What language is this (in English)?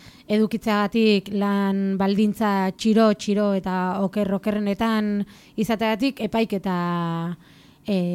Basque